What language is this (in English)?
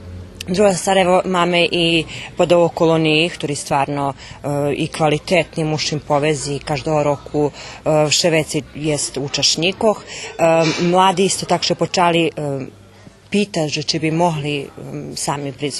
Rusyn